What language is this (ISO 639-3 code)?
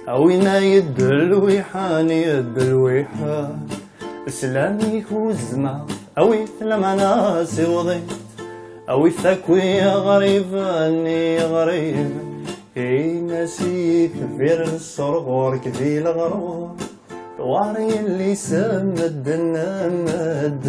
kab